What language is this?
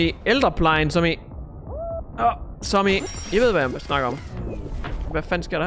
Danish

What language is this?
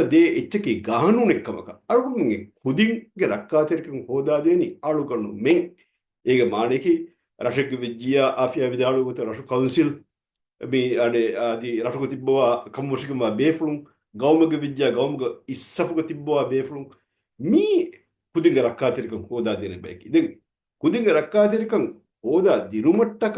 Divehi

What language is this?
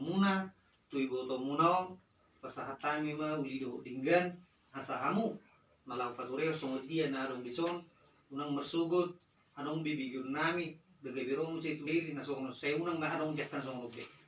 Batak Toba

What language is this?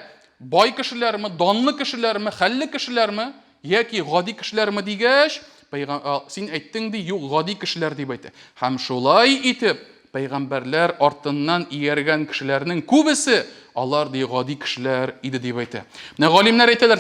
Tatar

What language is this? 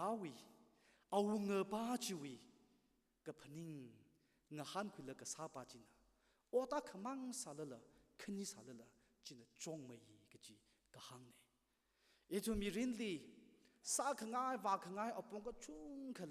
Tangkhul Naga (India)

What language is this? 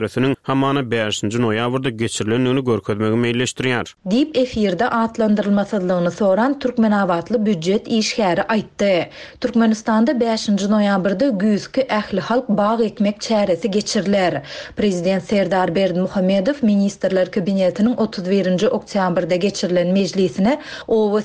Turkmen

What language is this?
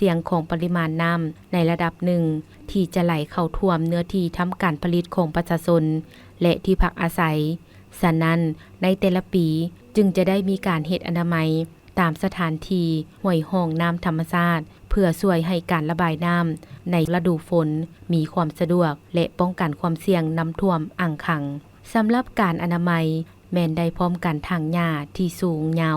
Lao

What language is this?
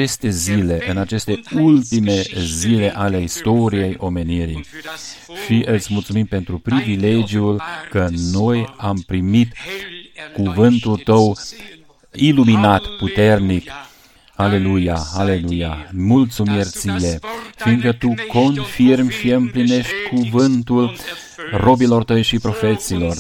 Romanian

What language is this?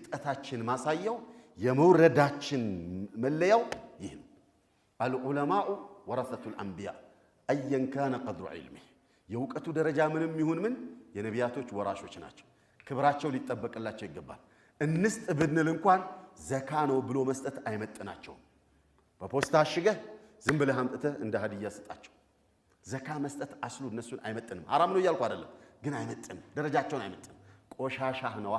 Amharic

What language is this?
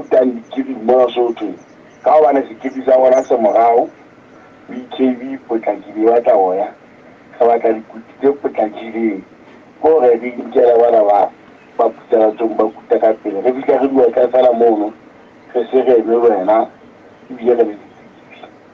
Southern Sotho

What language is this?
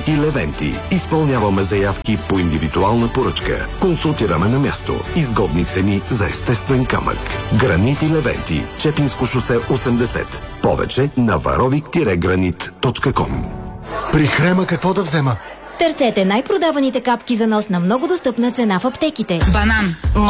Bulgarian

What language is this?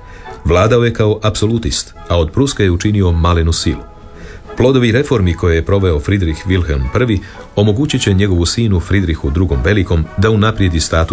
Croatian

